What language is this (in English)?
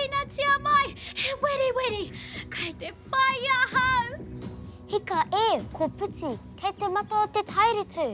Māori